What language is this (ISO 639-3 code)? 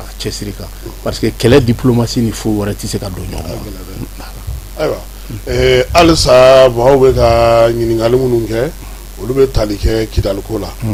bam